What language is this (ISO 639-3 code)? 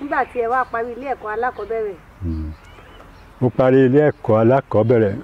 yor